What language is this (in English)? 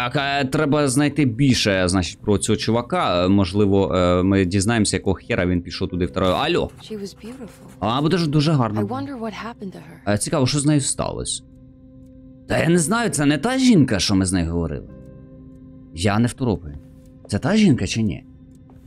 Ukrainian